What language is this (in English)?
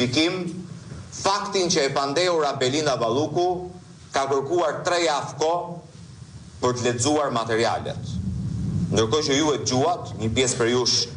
Albanian